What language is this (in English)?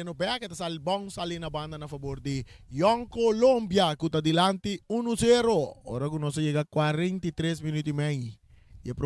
Papiamento